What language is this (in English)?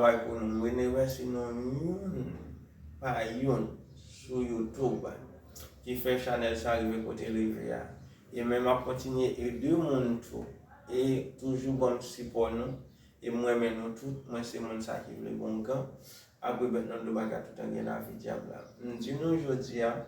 Haitian Creole